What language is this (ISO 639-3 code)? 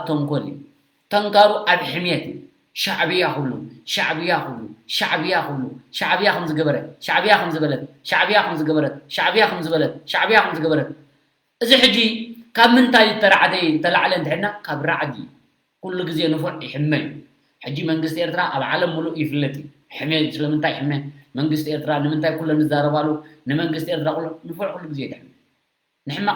tir